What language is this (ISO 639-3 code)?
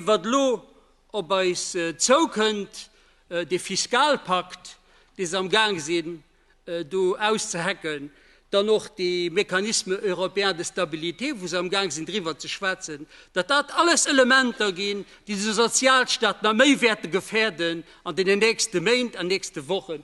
ltz